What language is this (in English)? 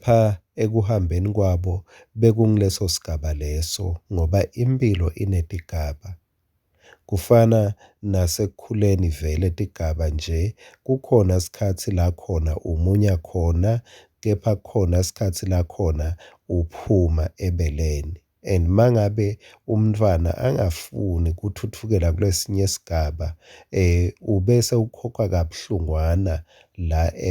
Swati